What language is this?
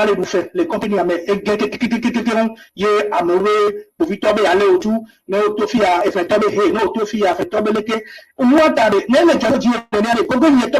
Ewe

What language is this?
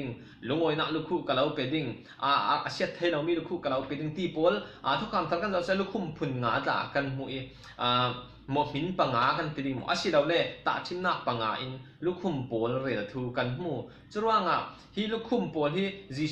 Falam Chin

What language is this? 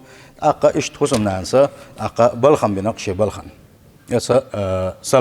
Chechen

